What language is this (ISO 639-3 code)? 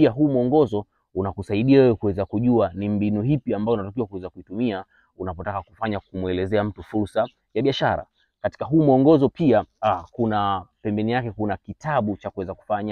swa